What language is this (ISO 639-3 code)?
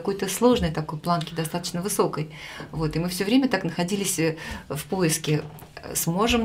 rus